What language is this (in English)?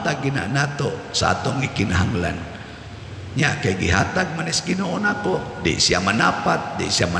Cebuano